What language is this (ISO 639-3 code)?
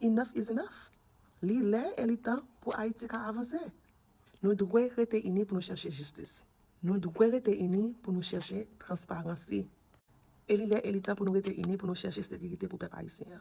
hat